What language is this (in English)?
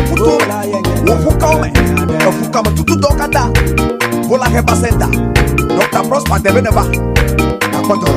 Ewe